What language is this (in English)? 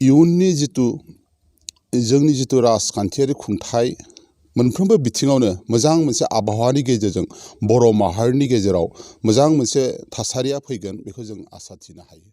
Bodo